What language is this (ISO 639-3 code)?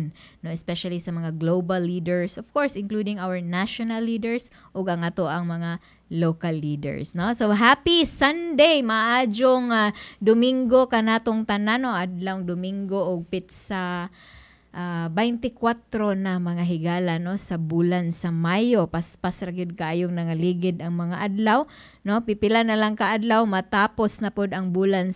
ceb